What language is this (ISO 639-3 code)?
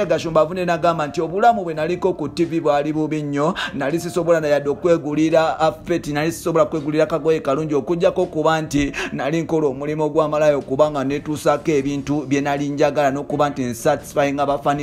lug